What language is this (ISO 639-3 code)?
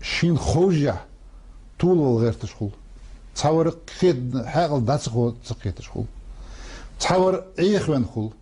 inh